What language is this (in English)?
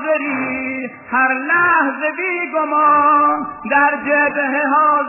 Persian